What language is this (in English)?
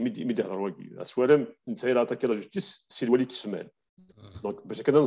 Kabyle